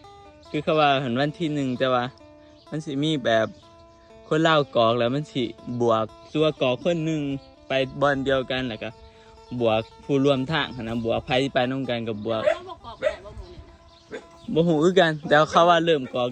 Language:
Northeastern Thai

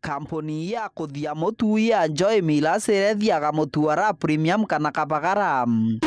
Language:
Meru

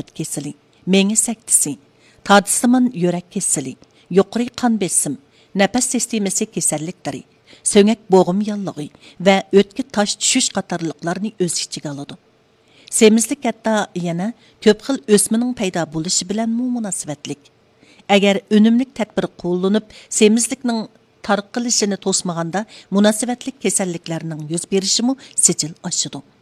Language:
Uyghur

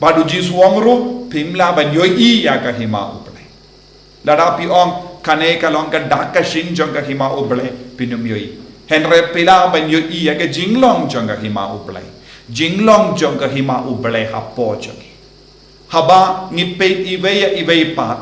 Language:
Khasi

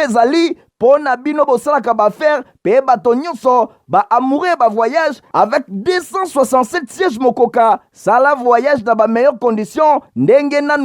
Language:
Lingala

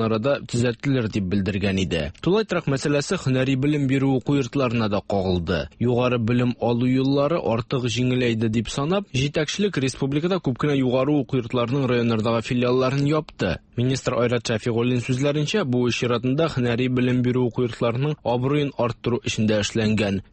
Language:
Tatar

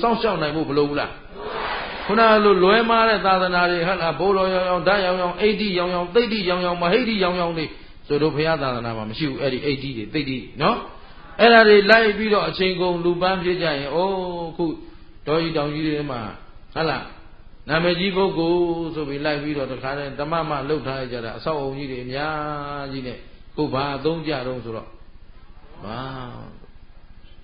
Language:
Burmese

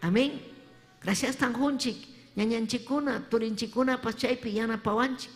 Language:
Ayacucho Quechua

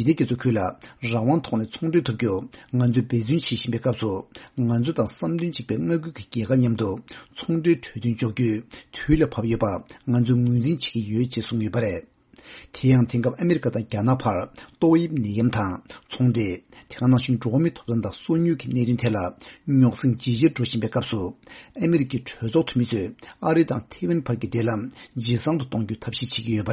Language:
Tibetan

